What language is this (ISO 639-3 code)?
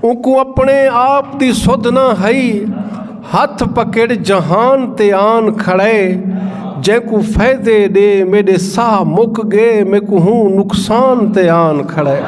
skr